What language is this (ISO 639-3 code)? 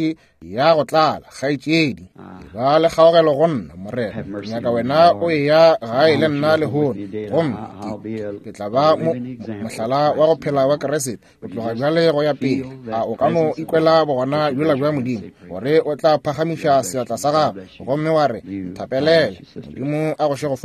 nso